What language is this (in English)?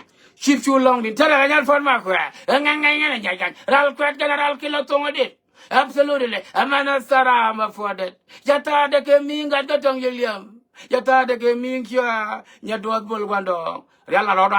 Nuer